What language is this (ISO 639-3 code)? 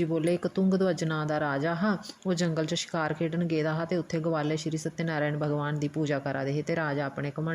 doi